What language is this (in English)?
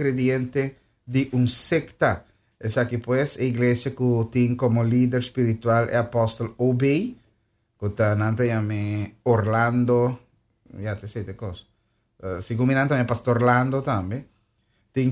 Papiamento